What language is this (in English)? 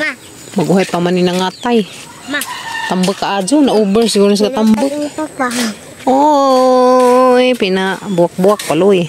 Cebuano